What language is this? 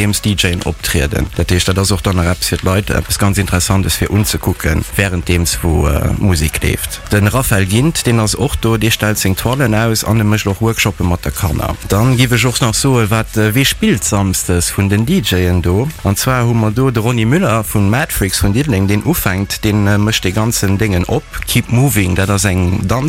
Luxembourgish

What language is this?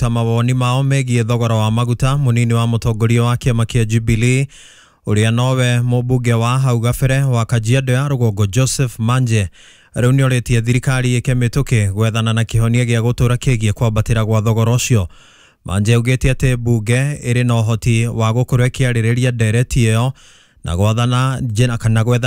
Kikuyu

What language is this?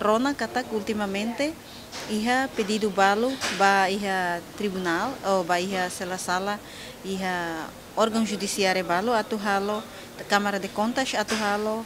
Tetum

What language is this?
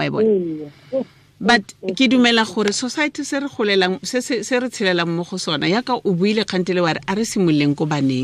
Tswana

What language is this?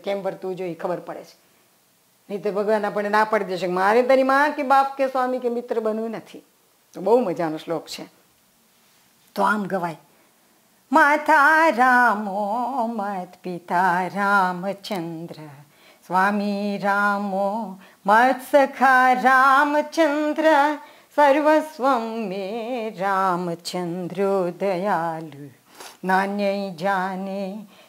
Gujarati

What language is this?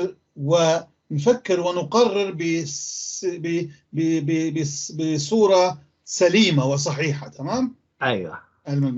North Levantine Arabic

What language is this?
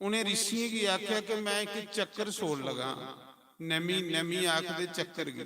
Dogri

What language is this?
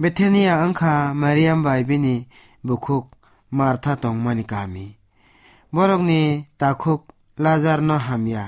Kok Borok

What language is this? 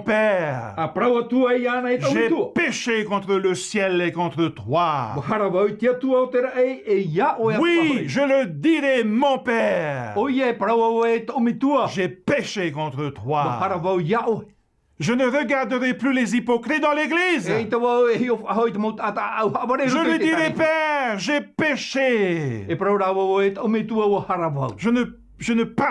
Tahitian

